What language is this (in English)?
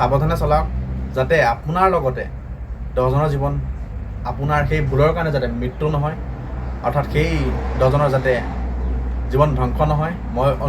Assamese